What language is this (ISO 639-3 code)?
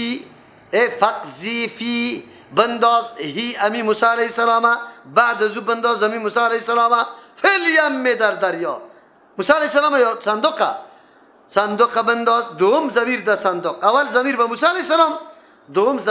fas